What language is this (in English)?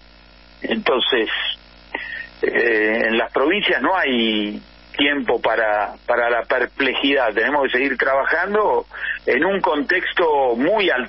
Spanish